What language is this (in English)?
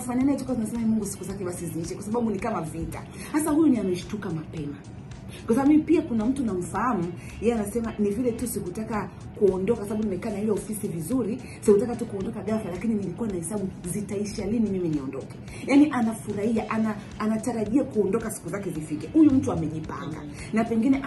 Swahili